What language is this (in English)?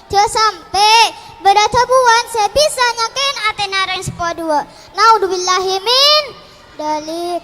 Madurese